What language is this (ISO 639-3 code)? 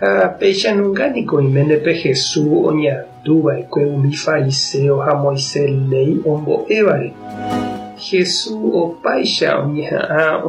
grn